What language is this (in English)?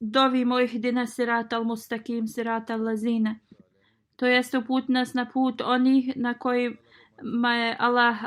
Bosnian